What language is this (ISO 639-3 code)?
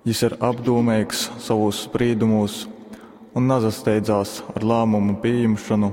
ltg